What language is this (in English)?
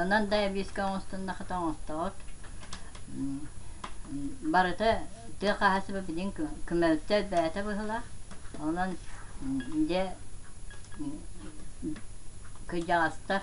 Yakut